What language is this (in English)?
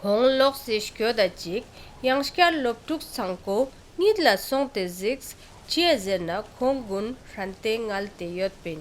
Ladakhi